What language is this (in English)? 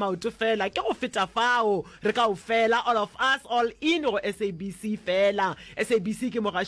Northern Sotho